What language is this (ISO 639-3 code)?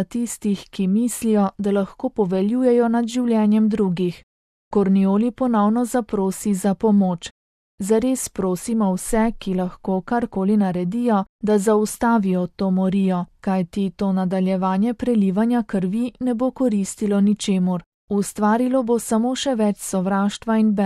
slv